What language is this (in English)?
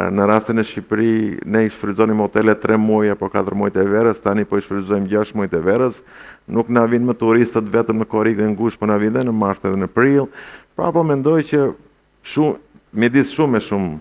Albanian